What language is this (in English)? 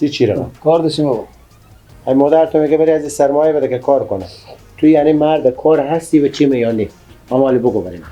Persian